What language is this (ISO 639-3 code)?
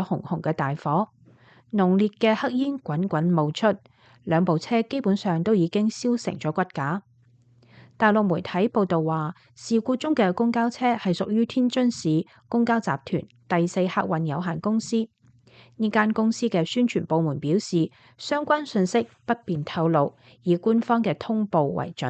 yue